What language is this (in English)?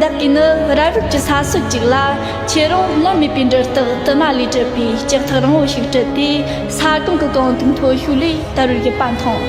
Tibetan